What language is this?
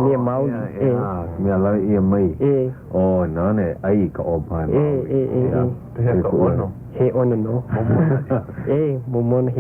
Hawaiian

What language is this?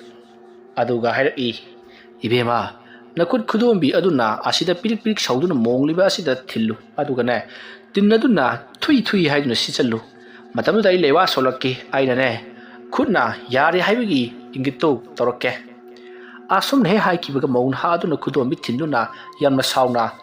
Manipuri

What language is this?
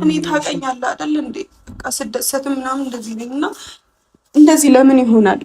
Amharic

